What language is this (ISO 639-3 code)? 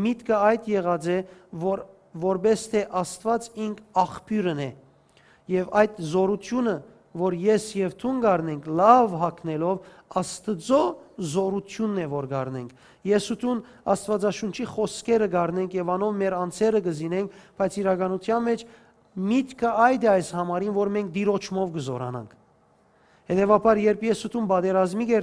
hyw